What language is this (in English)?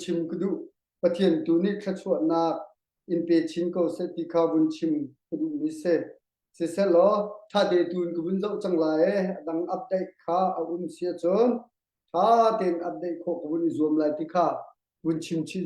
Hakha Chin